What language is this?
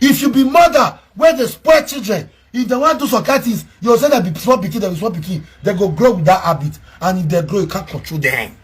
Nigerian Pidgin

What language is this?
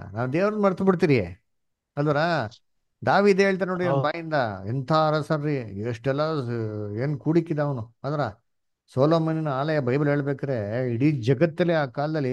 Kannada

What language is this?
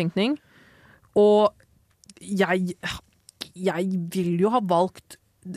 Norwegian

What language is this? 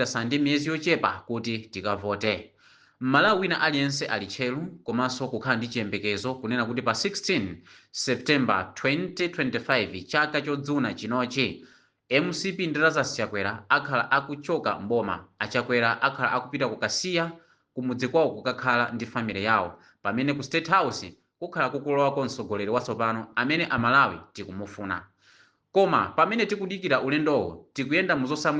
Nyanja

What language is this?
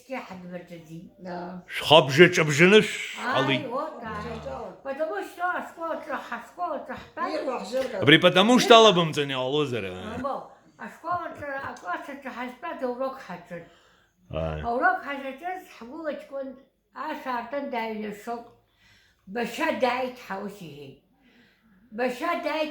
Abkhazian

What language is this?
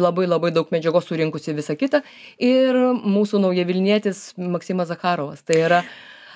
Lithuanian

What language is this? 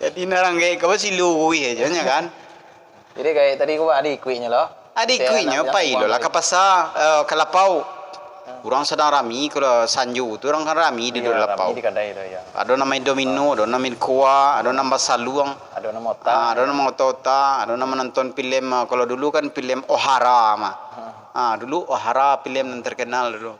Minangkabau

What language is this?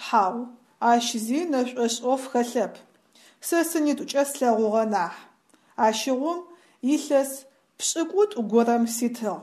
Adyghe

